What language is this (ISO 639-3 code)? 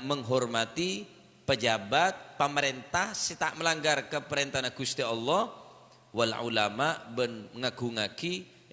mad